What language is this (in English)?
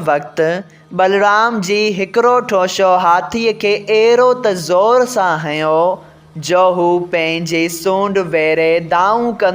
Sindhi